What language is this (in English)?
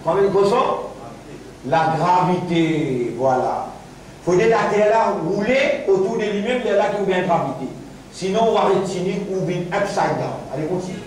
Morisyen